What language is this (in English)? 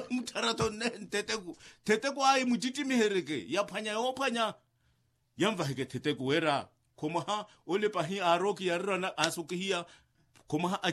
Makhuwa